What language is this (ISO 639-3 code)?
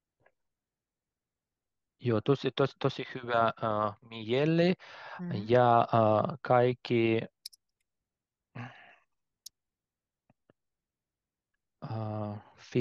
fin